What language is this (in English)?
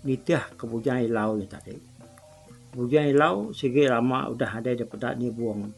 Iban